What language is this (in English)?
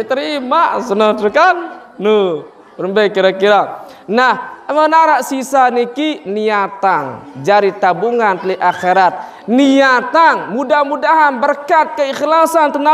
Sasak